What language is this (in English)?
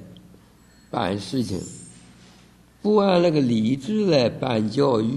Chinese